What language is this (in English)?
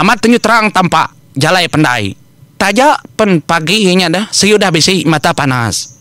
Iban